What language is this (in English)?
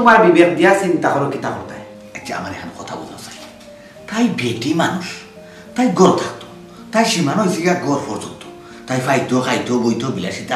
Sylheti